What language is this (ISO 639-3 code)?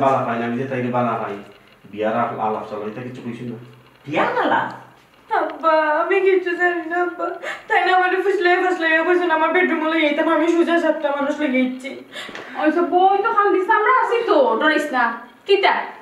syl